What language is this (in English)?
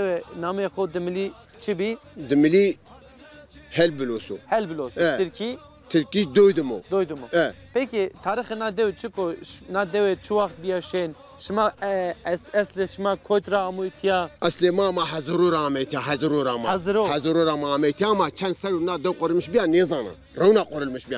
Zaza